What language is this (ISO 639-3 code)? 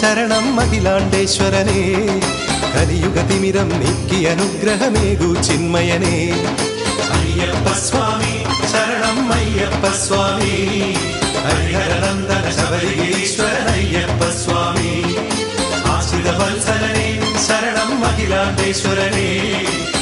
mal